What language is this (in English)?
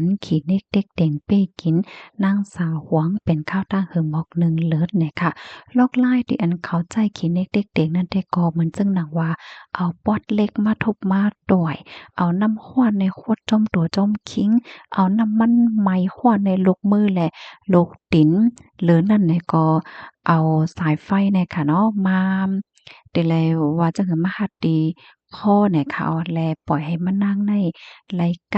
Shan